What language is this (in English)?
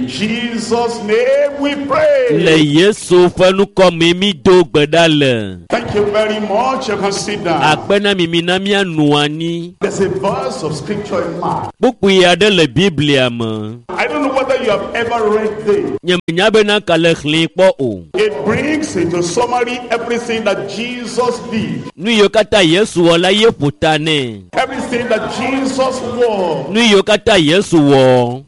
Ewe